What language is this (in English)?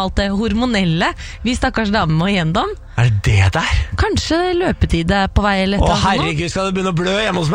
Norwegian